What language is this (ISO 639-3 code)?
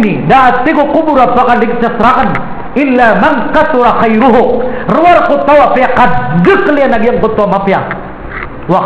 mrw